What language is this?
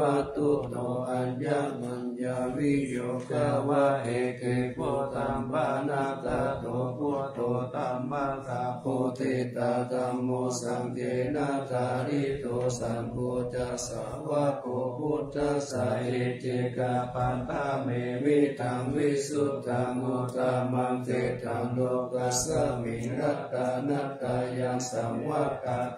Pali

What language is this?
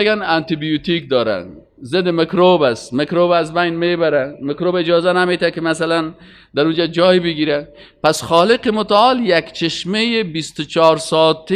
Persian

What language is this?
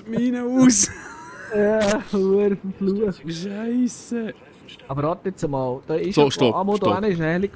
Swiss German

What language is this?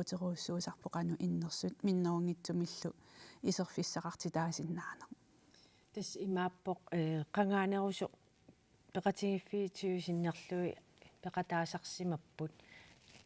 Kalaallisut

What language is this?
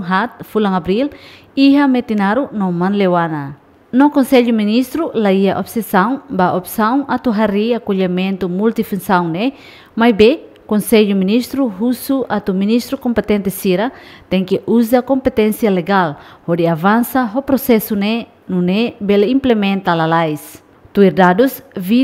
Tetum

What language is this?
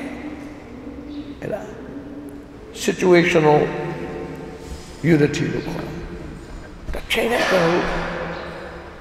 Burmese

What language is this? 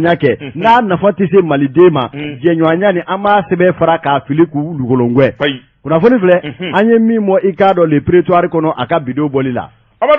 Bambara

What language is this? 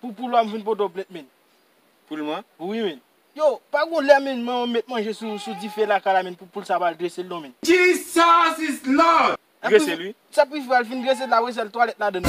Haitian Creole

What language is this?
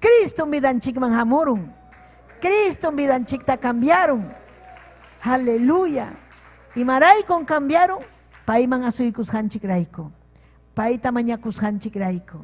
Ayacucho Quechua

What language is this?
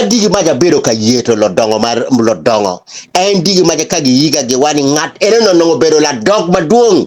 Acoli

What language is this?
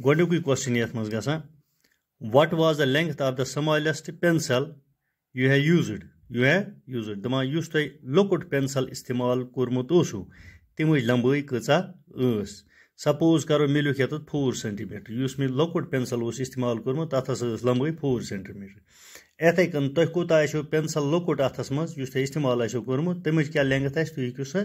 Kashmiri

